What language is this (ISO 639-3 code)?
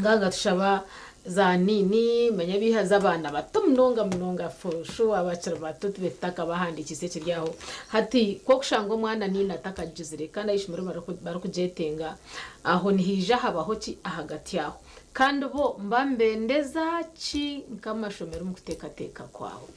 nyn